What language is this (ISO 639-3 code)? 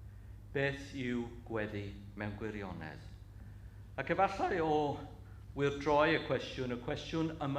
cym